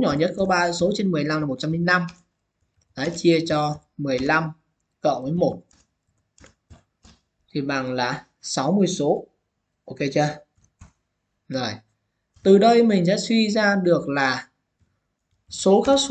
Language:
Vietnamese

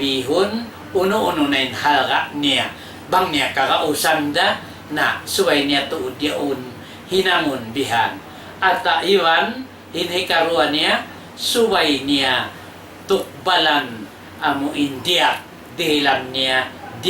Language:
Tausug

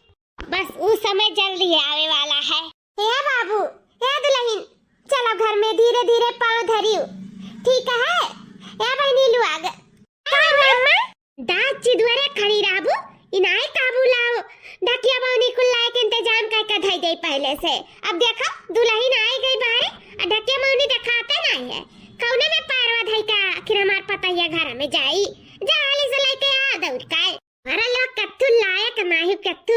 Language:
Awadhi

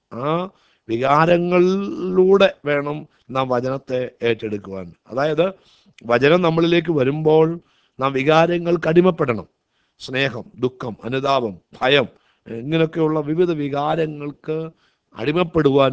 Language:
Malayalam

